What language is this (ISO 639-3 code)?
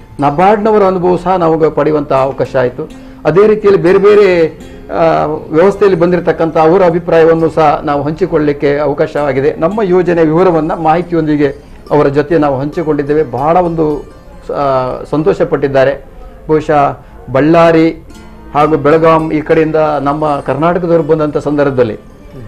kan